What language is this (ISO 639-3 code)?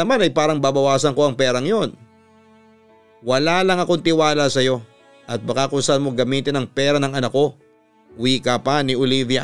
fil